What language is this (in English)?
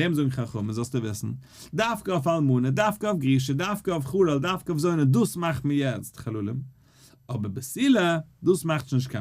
Yiddish